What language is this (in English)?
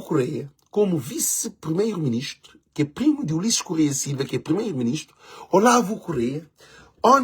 Kabuverdianu